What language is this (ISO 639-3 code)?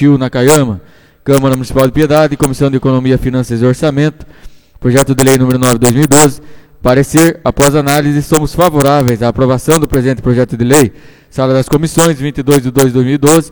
por